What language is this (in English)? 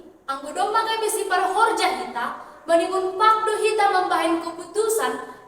Batak Simalungun